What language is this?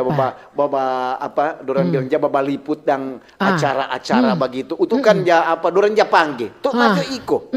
Manado Malay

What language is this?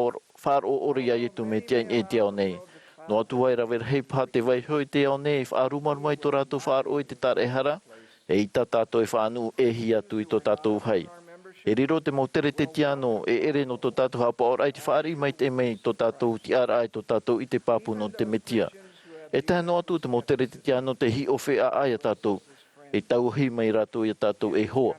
Tahitian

